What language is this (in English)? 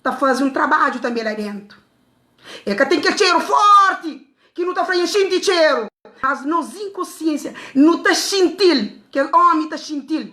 Kabuverdianu